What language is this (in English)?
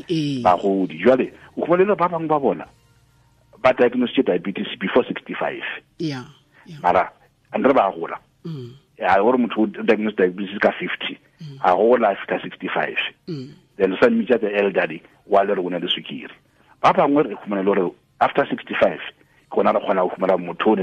Northern Sotho